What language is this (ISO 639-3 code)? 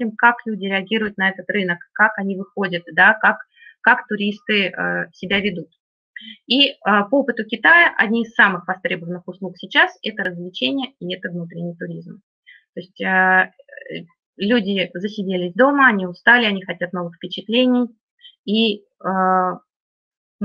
rus